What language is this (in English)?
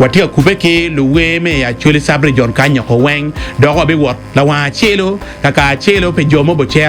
Acoli